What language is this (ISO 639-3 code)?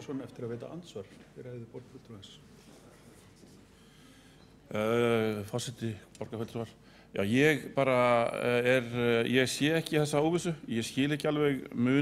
isl